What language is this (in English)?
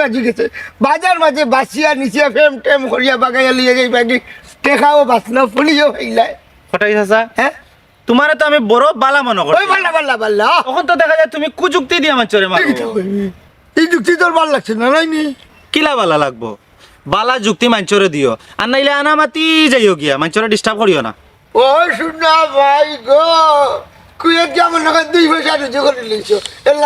Sylheti